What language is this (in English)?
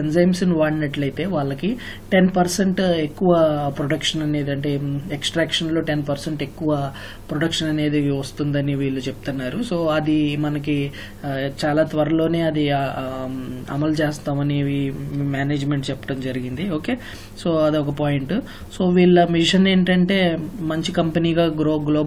Telugu